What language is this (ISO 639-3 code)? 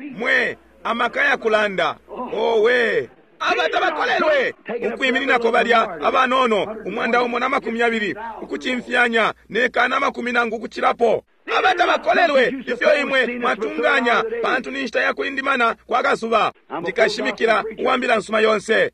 bem